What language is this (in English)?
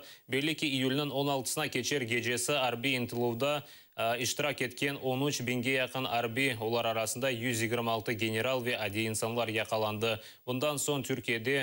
Crimean Tatar